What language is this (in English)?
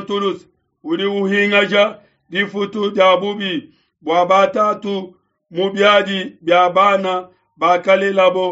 Luba-Lulua